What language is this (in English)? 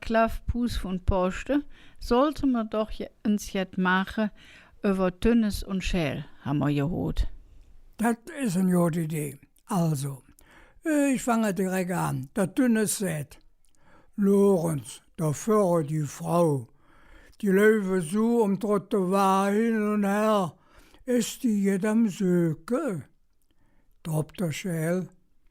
Colognian